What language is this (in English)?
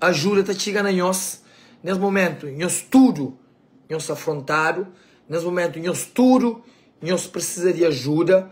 Kabuverdianu